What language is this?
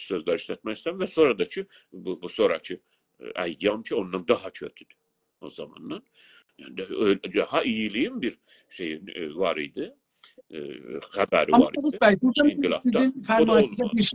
South Azerbaijani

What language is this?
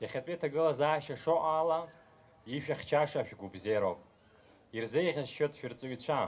Abkhazian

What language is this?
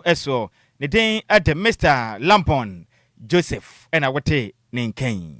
Akan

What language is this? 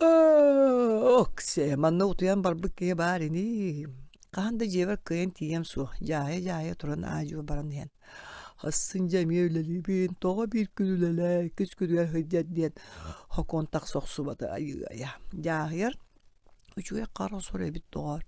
Yakut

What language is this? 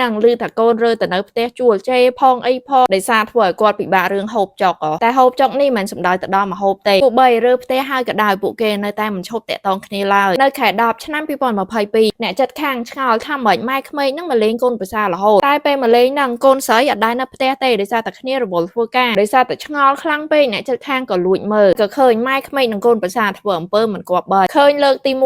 Khmer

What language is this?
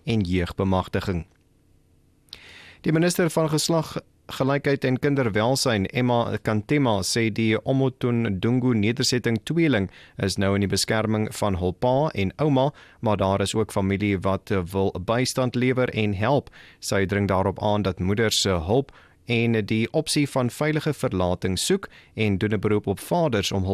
Afrikaans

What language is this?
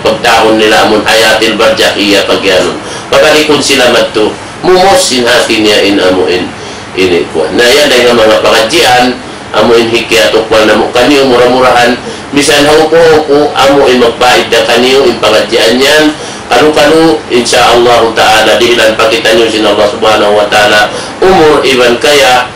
Tausug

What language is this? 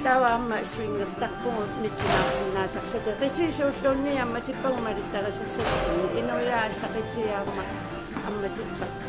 Kalaallisut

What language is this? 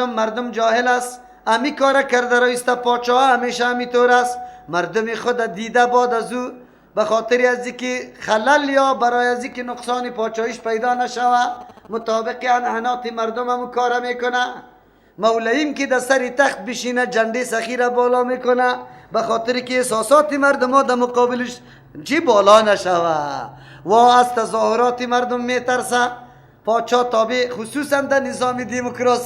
Persian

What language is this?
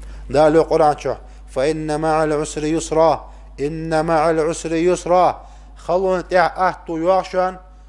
Ingush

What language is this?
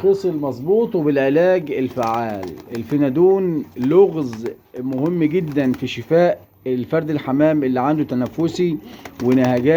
Egyptian Arabic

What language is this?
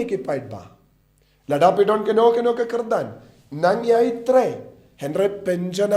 Khasi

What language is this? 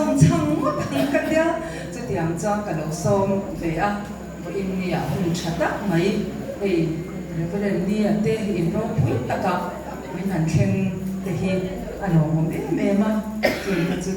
Mizo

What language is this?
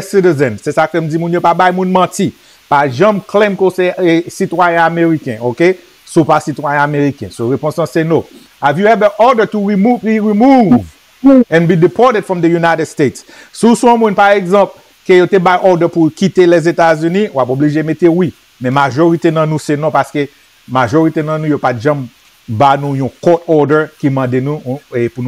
Haitian Creole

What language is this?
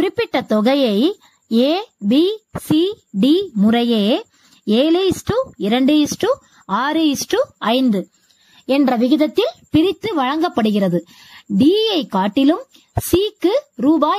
Tamil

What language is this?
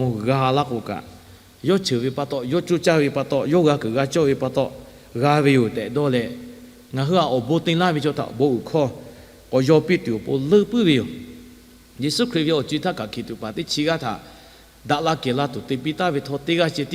Lahu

